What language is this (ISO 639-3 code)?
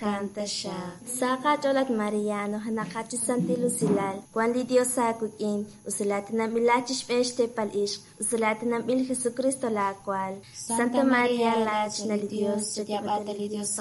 kek